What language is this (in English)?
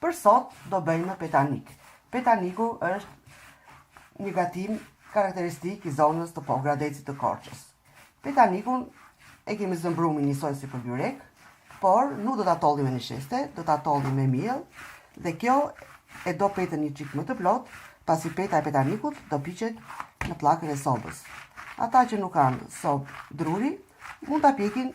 Albanian